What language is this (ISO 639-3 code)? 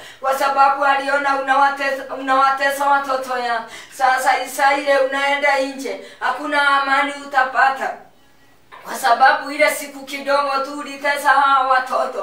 swa